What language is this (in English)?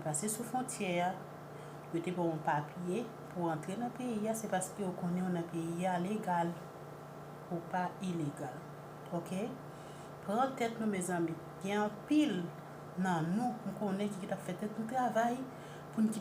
Haitian Creole